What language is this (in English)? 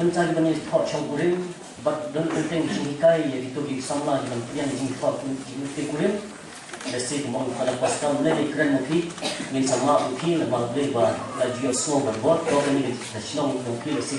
Khasi